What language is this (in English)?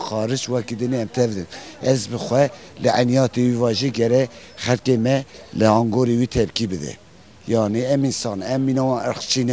Kurdish